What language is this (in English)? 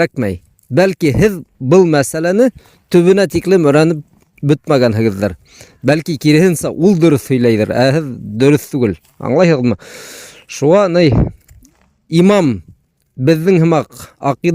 Bashkir